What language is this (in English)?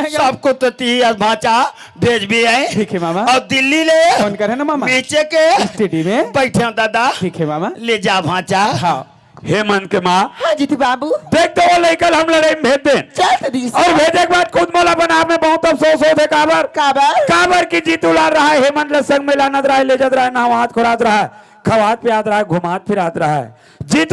Chhattisgarhi